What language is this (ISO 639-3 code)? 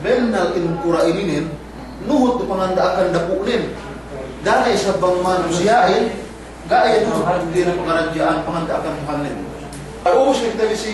yka